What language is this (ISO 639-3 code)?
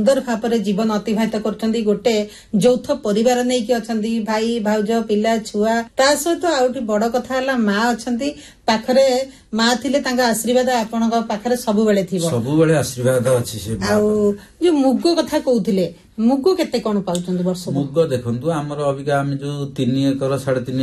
ori